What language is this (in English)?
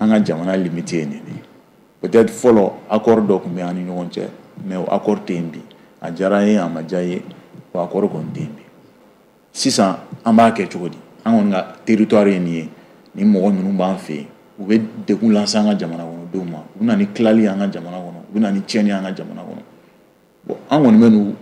Bambara